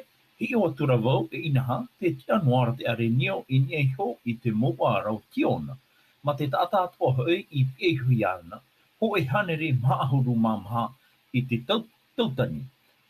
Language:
Tahitian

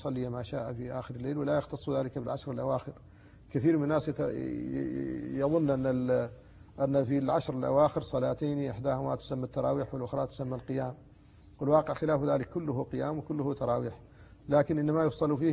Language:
Arabic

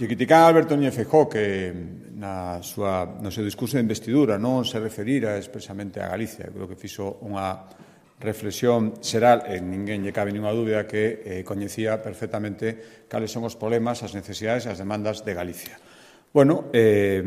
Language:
Galician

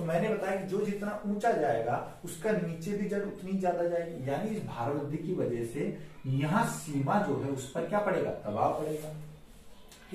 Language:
Hindi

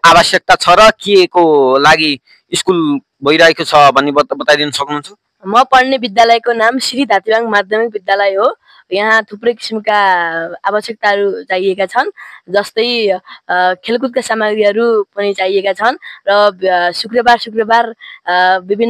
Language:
Nepali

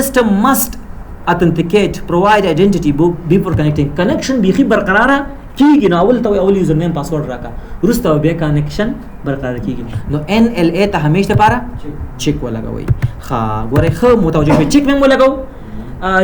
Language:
Pashto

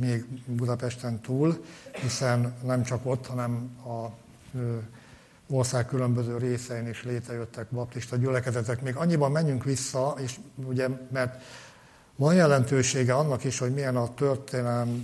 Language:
Hungarian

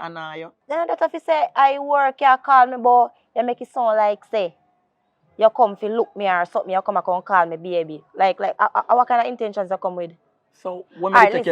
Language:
Jamaican Creole English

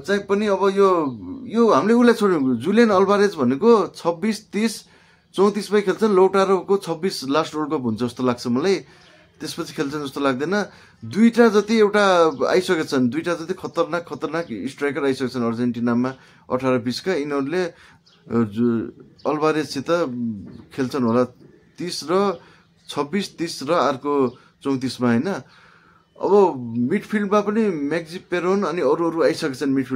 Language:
Nepali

